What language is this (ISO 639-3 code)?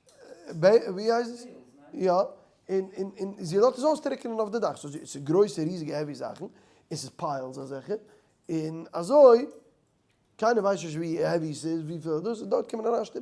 yid